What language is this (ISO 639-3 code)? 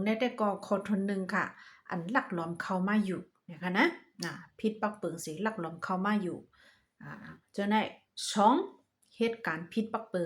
shn